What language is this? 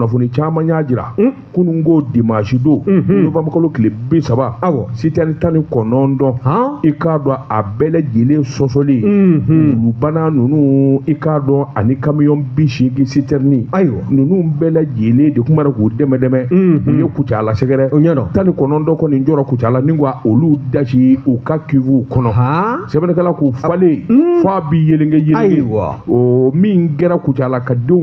Bambara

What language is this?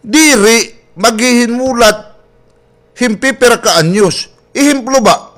Waray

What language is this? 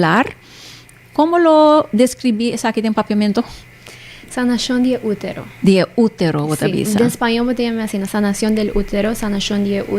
Papiamento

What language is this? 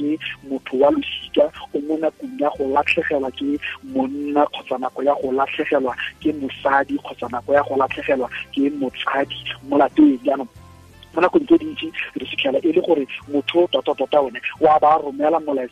Tswana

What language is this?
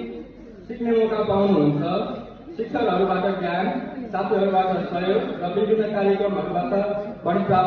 Nepali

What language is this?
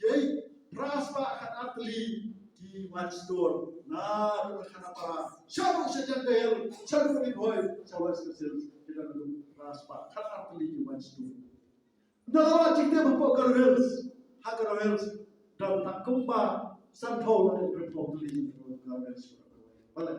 Khasi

